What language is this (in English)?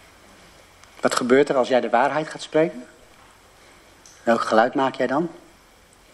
Dutch